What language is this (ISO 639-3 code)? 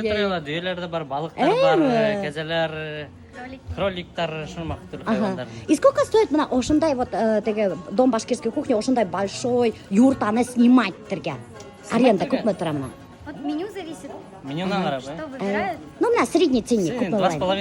bak